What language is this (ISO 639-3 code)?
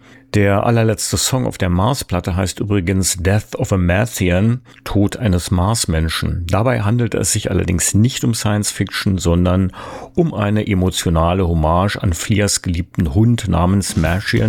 deu